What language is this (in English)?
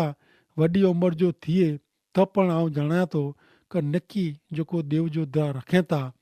Kachhi